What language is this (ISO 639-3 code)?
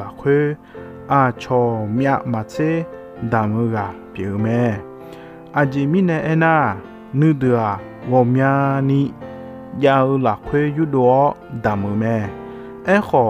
ahk